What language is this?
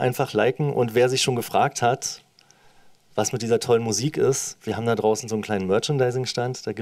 German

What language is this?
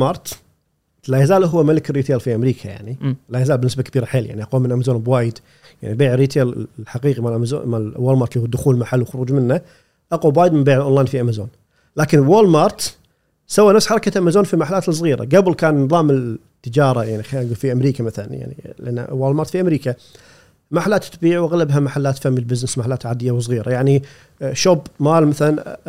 Gulf Arabic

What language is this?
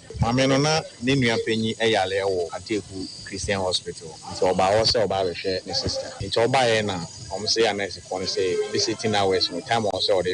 Akan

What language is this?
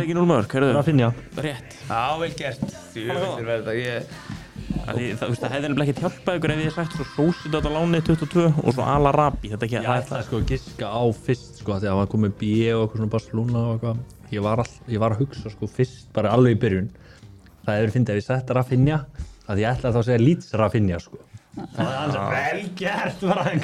Icelandic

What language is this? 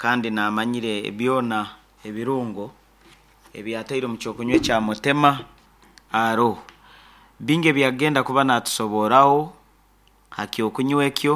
Nyoro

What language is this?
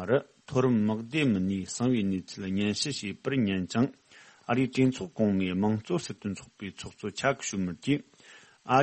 Tibetan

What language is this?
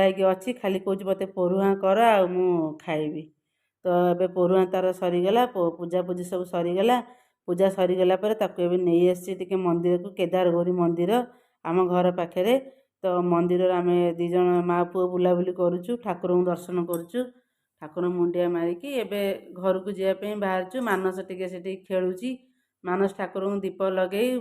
Odia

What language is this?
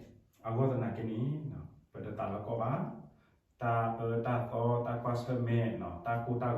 S'gaw Karen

